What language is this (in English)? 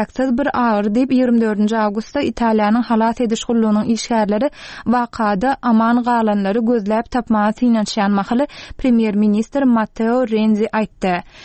Turkmen